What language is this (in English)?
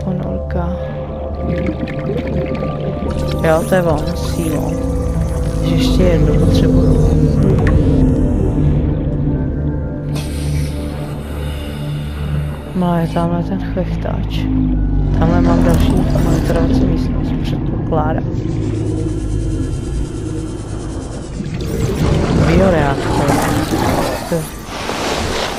Czech